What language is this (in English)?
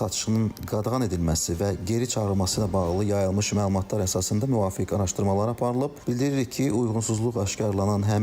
Azerbaijani